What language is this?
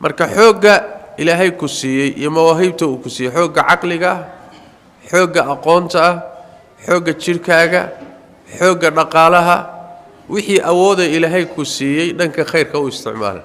Somali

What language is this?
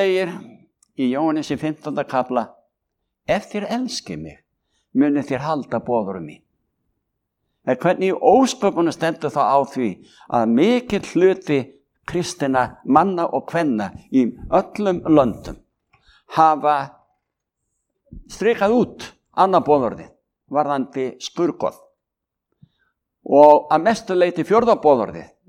Icelandic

